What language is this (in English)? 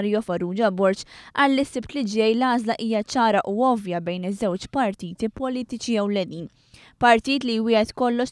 Maltese